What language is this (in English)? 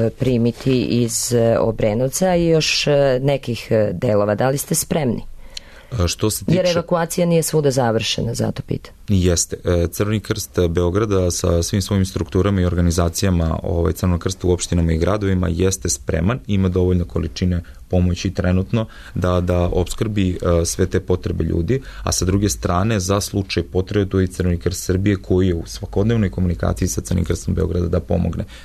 Serbian